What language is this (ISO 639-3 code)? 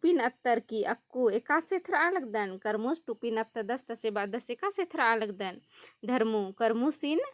kru